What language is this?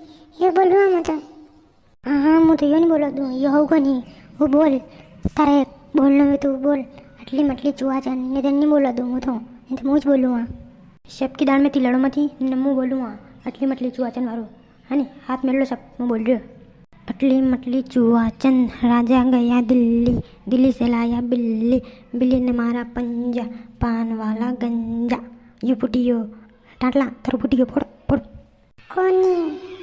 Rajasthani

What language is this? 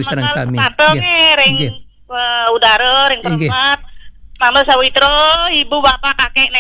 Balinese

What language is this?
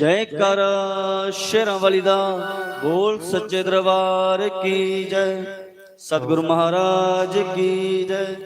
Dogri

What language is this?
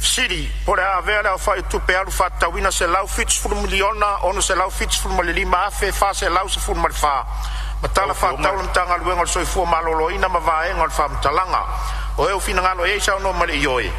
Samoan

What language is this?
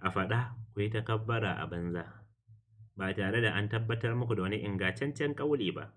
Hausa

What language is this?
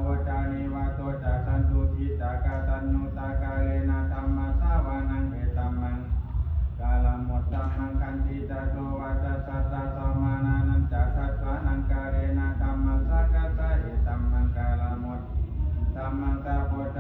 Pali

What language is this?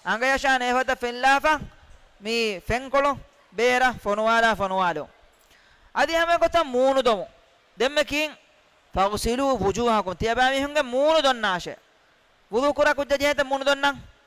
Divehi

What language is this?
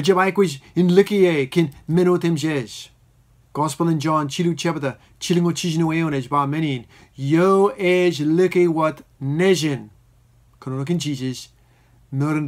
Marshallese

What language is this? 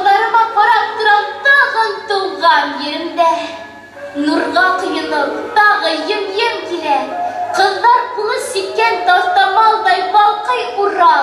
Bashkir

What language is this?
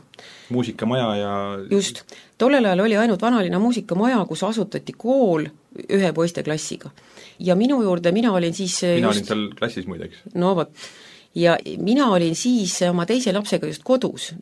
Estonian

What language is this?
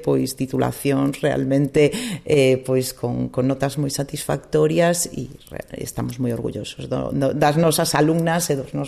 Galician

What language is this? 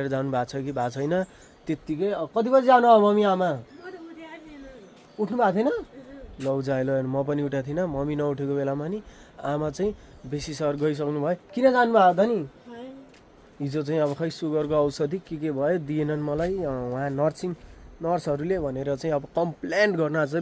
Nepali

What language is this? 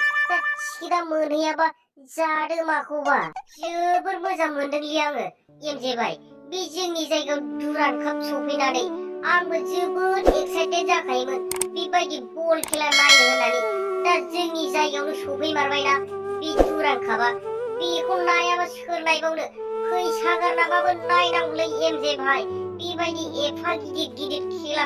Bodo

